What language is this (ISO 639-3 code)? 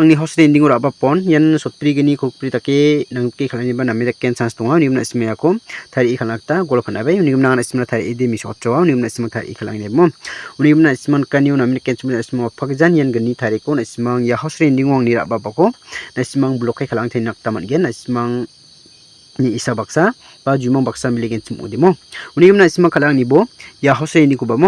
grt